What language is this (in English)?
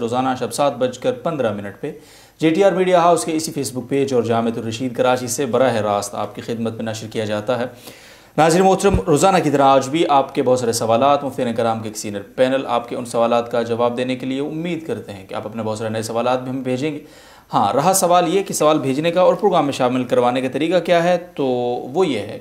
Urdu